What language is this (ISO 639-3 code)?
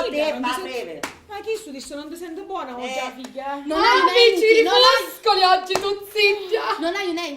scn